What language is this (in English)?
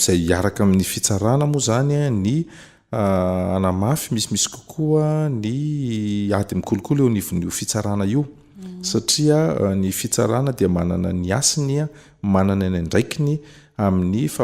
Malagasy